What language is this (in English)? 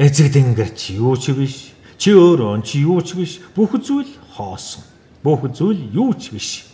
Mongolian